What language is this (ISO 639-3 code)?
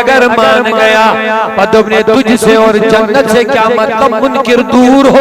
kas